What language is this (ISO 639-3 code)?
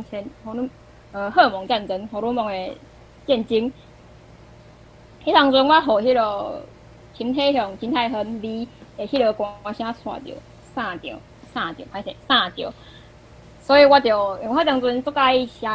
nan